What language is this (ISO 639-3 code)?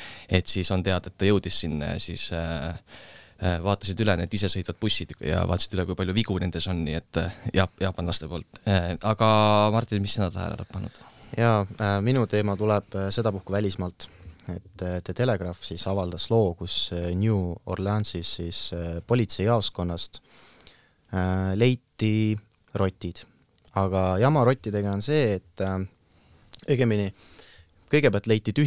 est